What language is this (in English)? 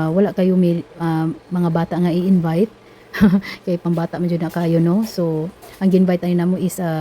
Cebuano